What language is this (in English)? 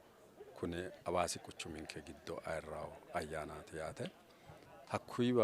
Sidamo